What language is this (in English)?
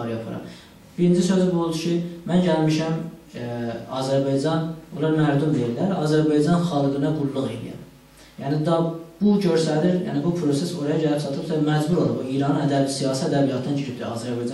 South Azerbaijani